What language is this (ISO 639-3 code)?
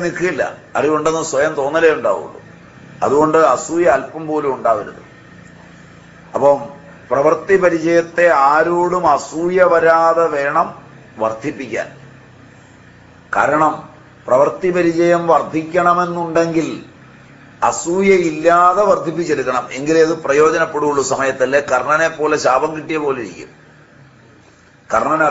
mal